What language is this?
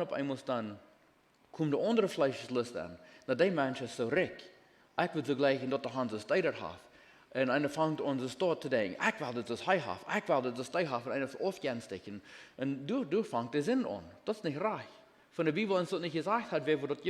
Plautdietsch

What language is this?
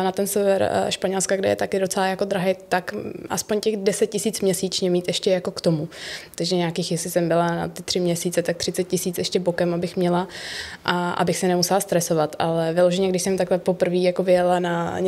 Czech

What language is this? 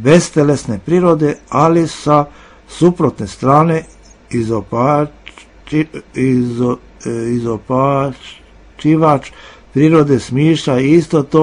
Serbian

